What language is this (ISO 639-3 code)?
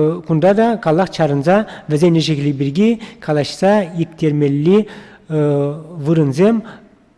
chv